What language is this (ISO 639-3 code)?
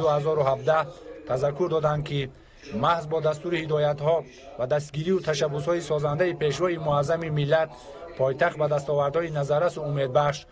tgk